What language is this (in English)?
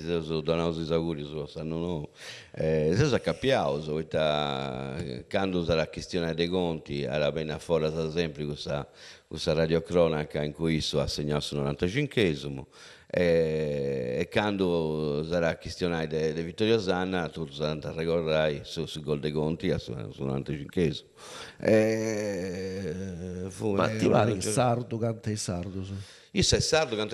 Sardinian